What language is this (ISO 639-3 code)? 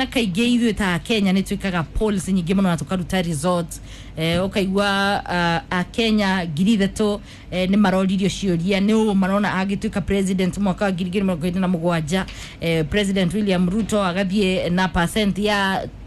kik